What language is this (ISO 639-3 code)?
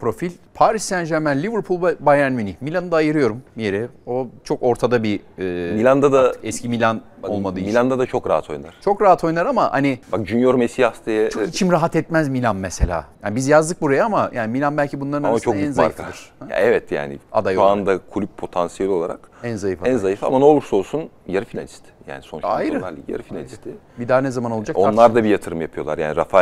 tur